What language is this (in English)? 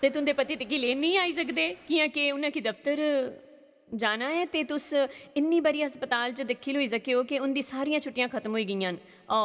Dogri